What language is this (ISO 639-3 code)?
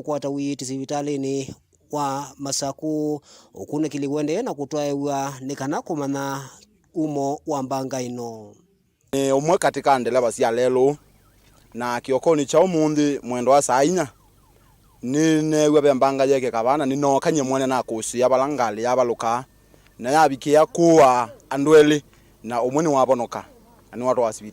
kam